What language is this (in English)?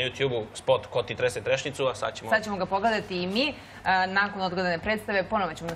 Serbian